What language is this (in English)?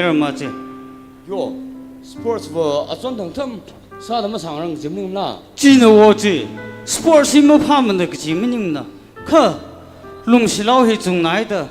Tangkhul Naga (India)